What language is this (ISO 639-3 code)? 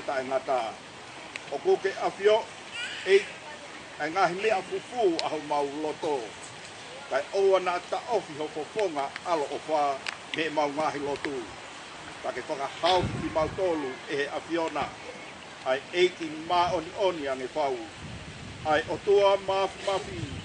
ton